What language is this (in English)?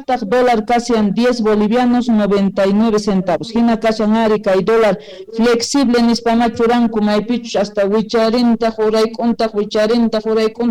Quechua